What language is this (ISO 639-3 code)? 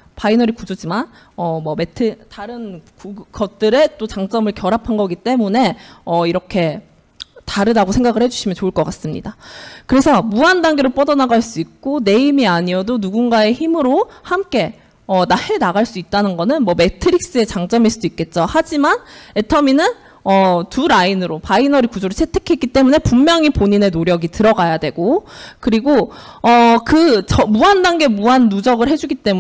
kor